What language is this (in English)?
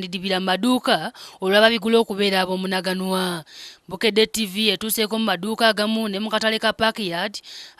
Ganda